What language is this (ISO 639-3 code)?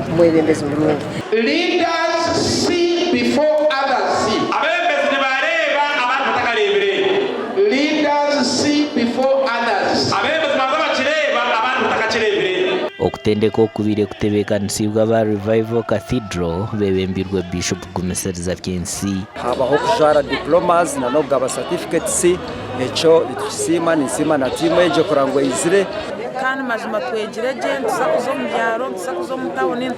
nyn